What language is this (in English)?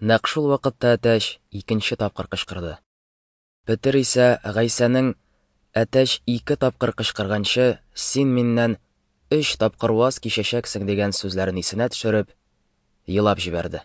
Tatar